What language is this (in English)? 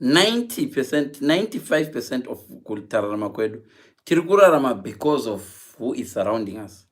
Shona